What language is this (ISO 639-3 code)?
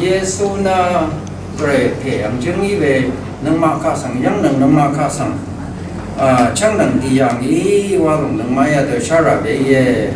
raw